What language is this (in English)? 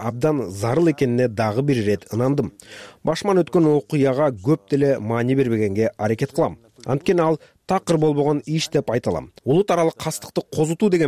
Kyrgyz